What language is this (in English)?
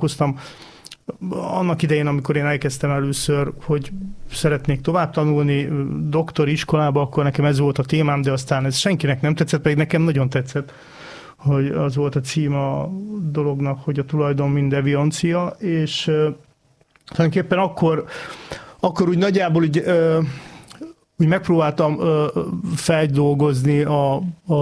Hungarian